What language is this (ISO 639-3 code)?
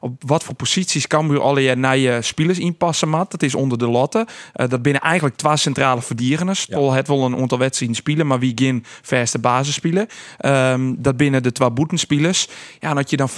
fry